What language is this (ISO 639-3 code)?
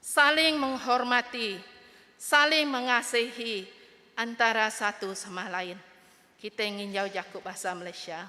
iba